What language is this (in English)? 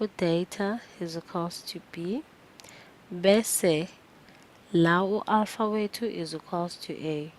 Zulu